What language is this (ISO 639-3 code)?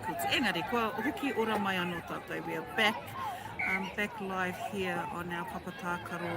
mri